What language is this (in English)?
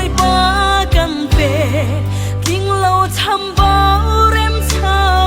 Hakha Chin